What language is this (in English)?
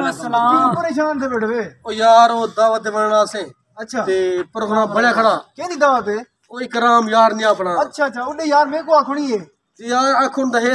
Saraiki